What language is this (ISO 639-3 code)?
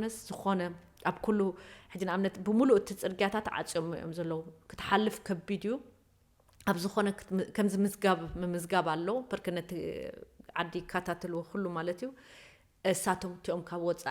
tir